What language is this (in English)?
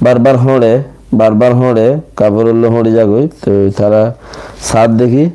Rohingya